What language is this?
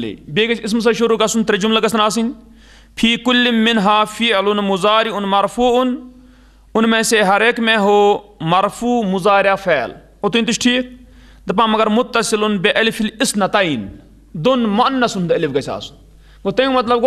Kashmiri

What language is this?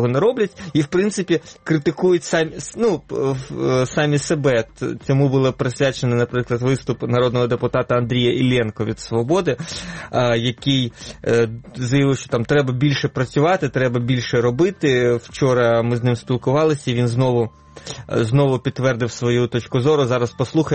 Ukrainian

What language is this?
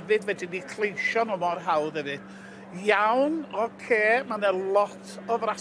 Welsh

